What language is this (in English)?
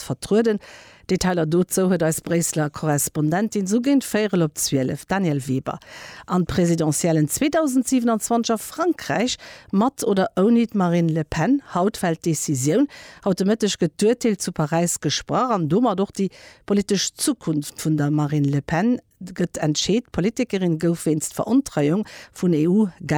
Luxembourgish